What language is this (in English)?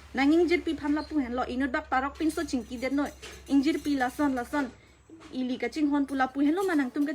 Karbi